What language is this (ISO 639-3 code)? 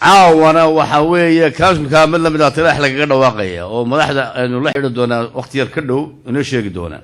som